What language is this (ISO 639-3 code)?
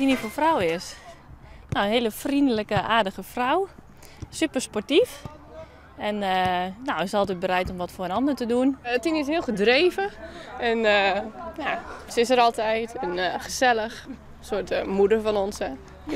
fry